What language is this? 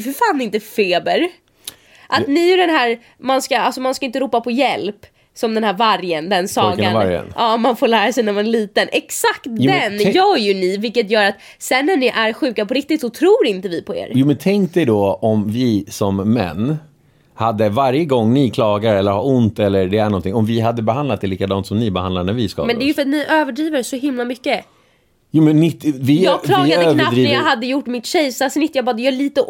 Swedish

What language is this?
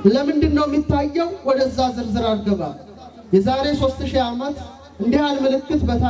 Amharic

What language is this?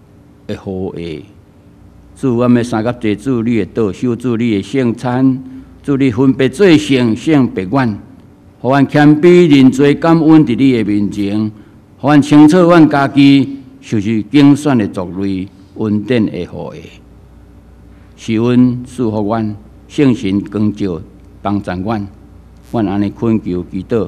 Min Nan Chinese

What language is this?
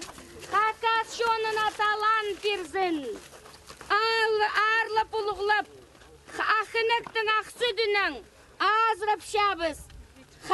Khakas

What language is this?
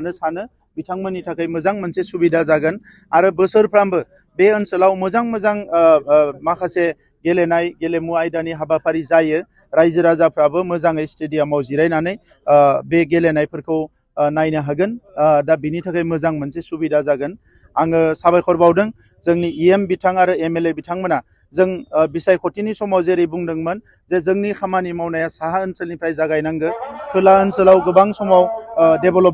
Bodo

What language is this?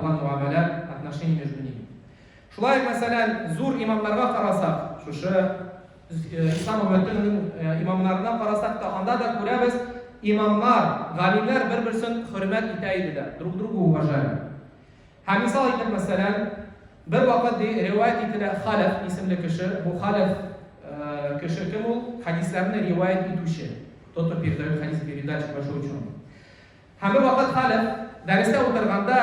Tatar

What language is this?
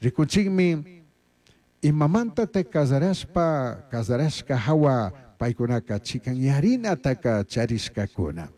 Chimborazo Highland Quichua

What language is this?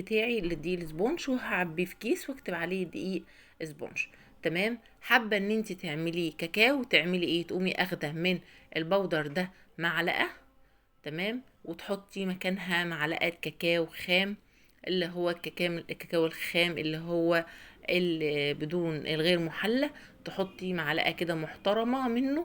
Egyptian Arabic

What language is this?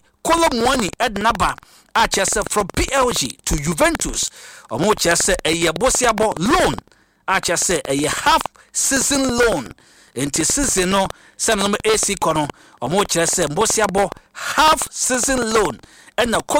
Akan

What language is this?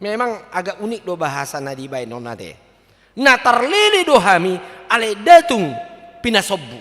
Batak Toba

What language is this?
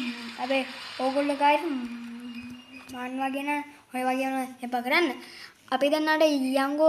Sinhala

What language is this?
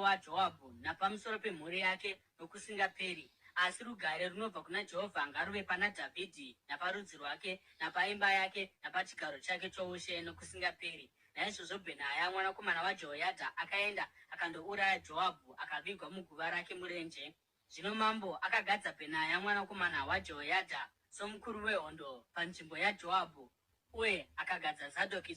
Shona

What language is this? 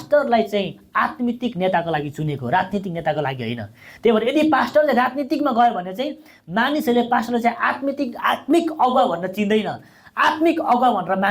Nepali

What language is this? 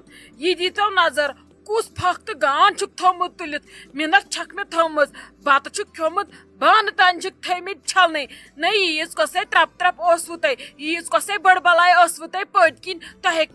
Kashmiri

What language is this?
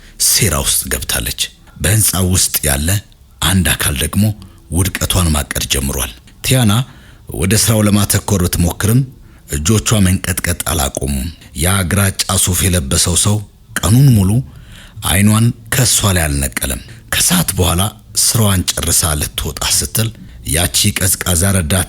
Amharic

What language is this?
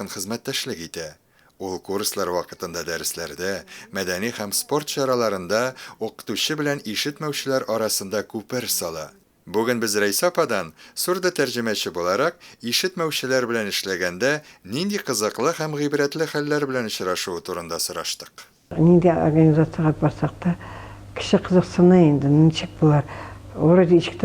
Tatar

